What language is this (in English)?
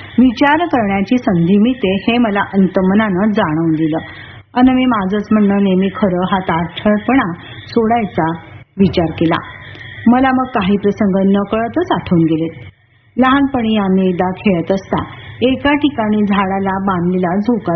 Marathi